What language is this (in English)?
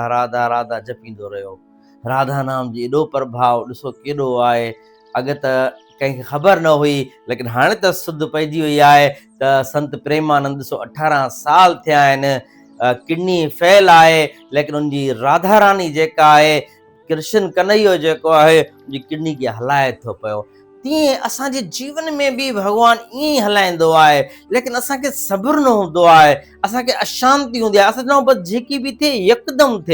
Sindhi